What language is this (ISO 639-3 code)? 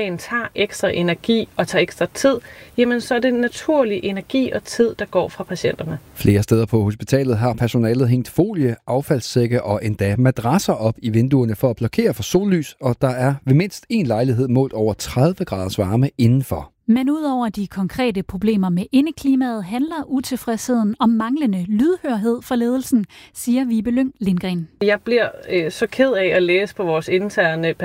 dan